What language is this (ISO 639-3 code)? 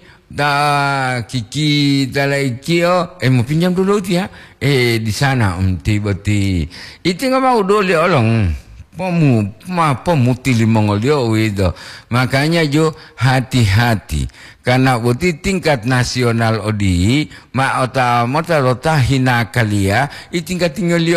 gor